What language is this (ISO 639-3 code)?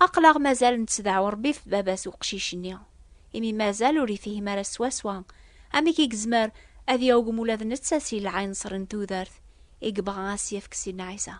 kab